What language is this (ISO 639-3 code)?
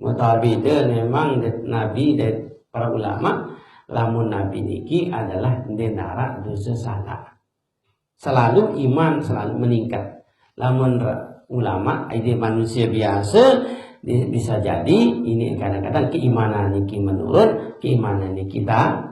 sas